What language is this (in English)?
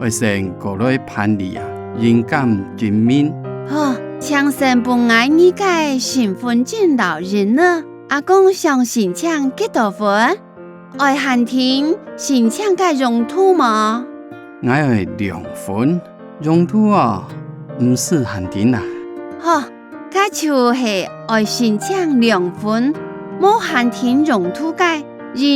Hakka Chinese